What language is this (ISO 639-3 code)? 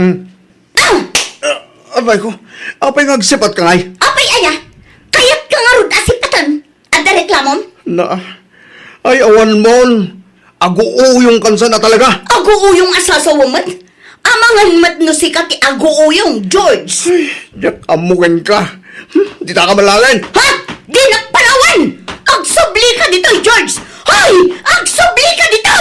ilo